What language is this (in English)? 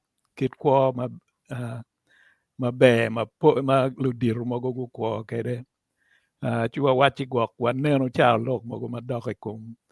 Acoli